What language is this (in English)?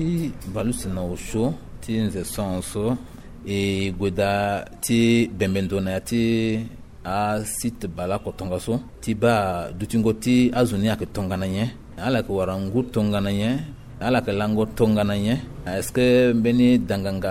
Sango